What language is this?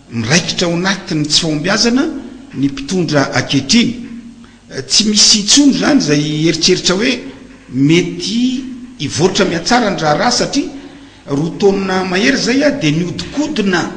Malagasy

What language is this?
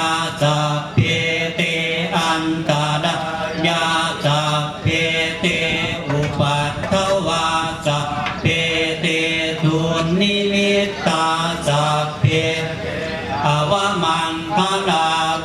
Pali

